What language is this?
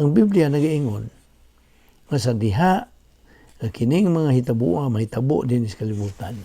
Cebuano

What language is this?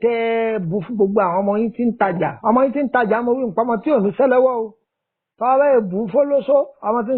Yoruba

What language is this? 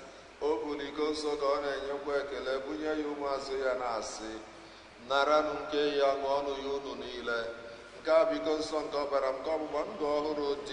Igbo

